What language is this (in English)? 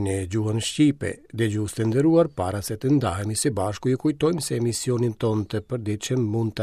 Albanian